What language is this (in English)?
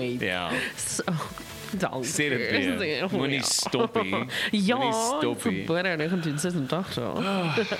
Afrikaans